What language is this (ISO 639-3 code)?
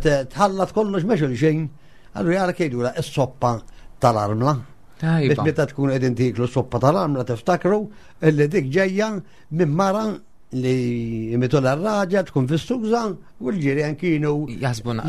mlt